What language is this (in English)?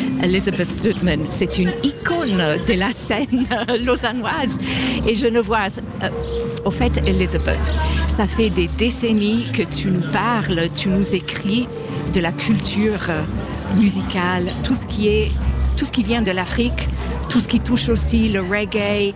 French